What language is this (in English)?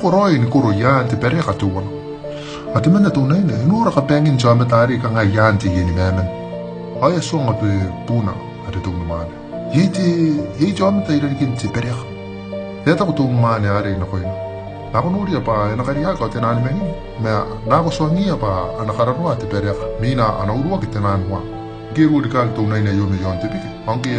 Gilbertese